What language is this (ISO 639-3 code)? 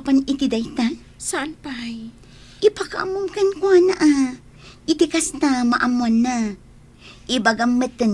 ilo